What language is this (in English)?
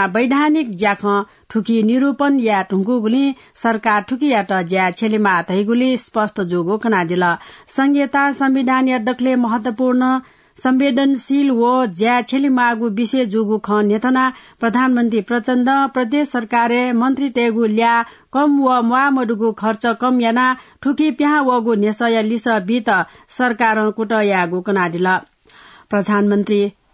Newari